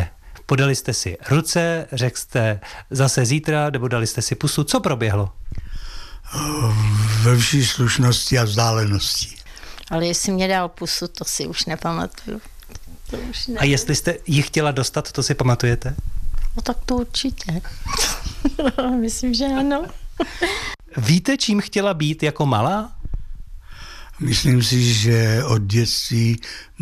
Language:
Czech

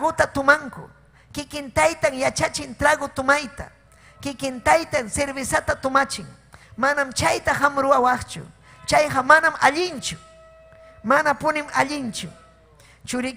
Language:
Ayacucho Quechua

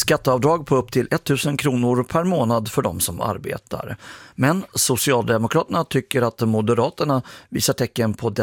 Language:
Swedish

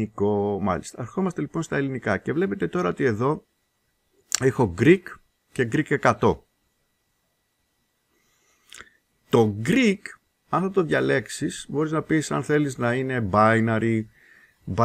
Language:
Greek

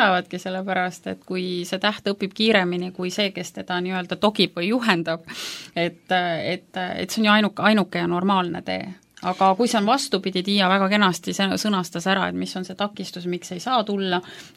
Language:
Estonian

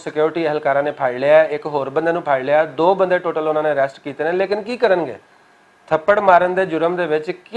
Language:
Western Panjabi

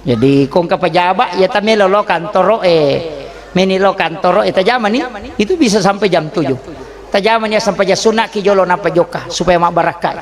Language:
Buginese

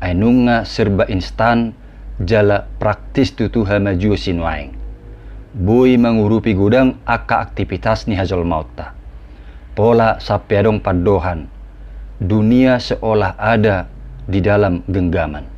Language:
Batak Toba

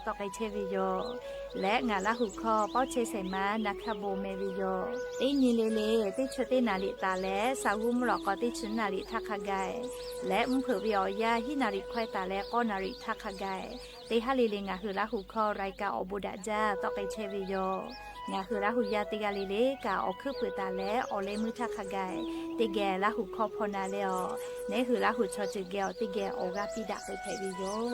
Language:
Lahu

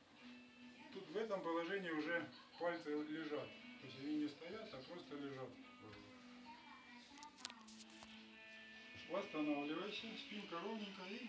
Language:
Russian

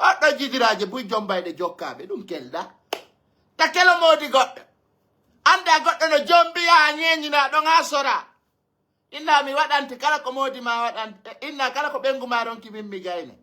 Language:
Pular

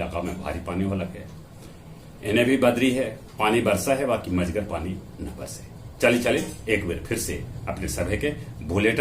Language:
Magahi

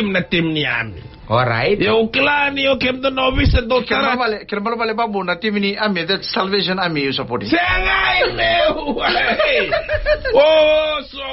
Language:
Fijian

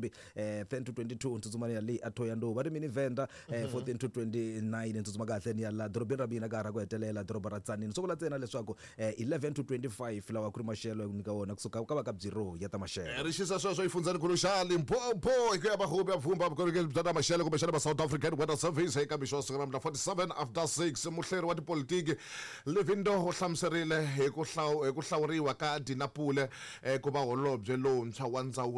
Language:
Tsonga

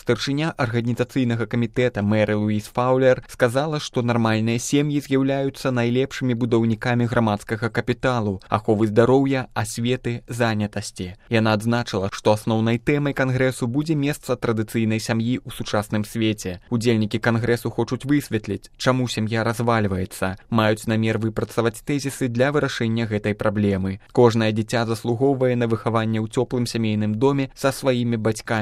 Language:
Belarusian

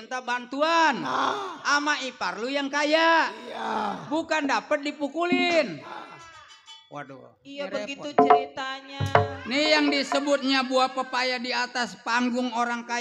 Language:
Betawi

